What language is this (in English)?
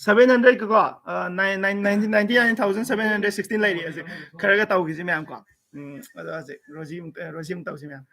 Manipuri